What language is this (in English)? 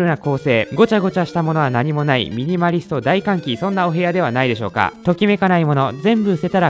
Japanese